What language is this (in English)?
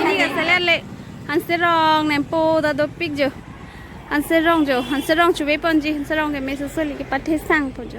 Karbi